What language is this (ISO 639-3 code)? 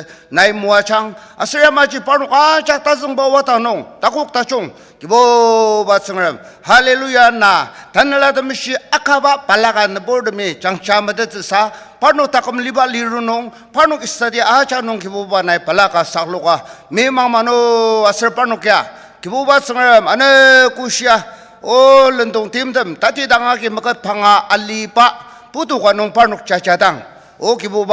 njo